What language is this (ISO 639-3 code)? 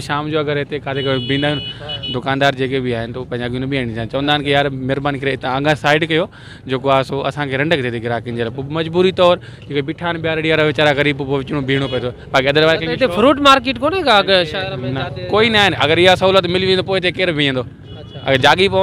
snd